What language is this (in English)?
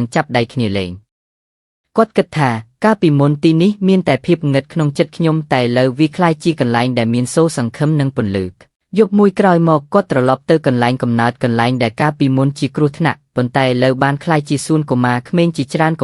Khmer